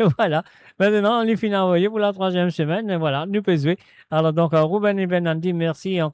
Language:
Morisyen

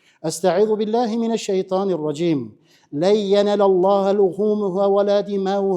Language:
Tatar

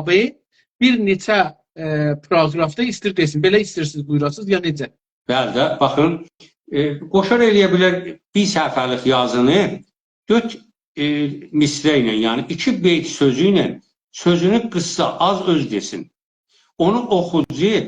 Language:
South Azerbaijani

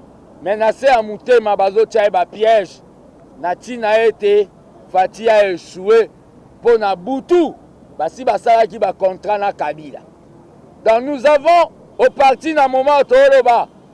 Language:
Lingala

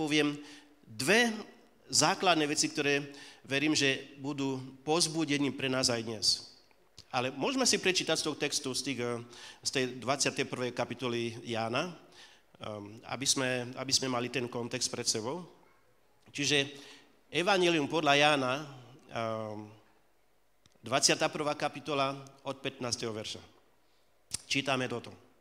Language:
Slovak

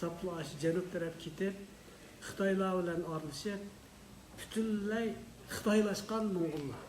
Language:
Uyghur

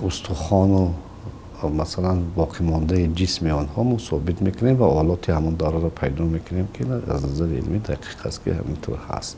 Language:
Tajik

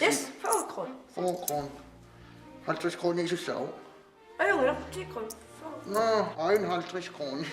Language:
Kalaallisut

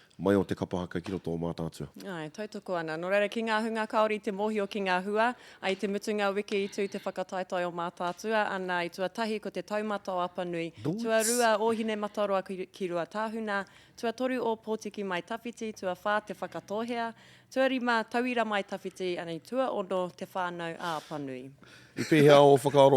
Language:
Māori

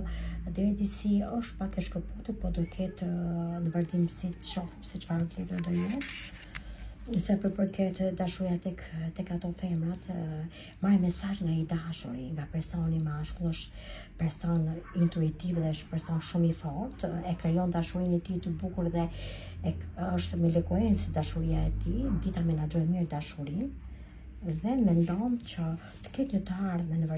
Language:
Albanian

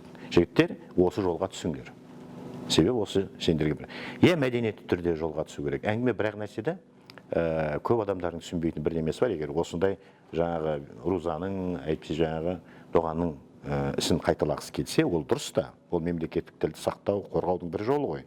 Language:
Kazakh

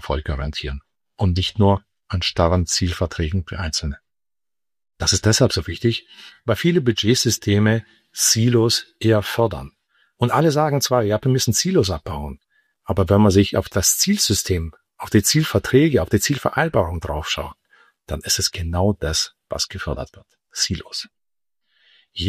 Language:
German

